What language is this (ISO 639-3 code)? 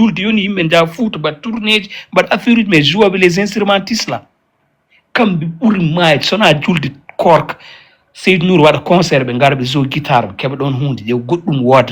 ful